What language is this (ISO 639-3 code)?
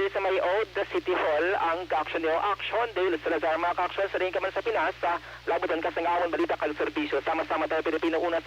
hil